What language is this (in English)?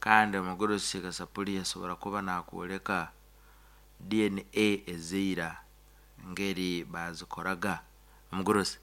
Nyankole